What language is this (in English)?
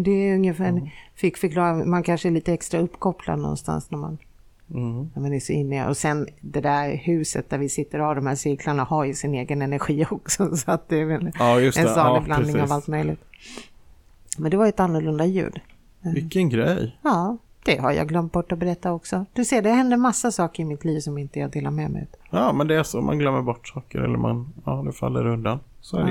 Swedish